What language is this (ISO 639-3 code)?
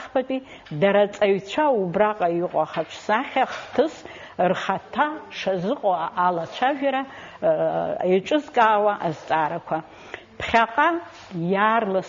abk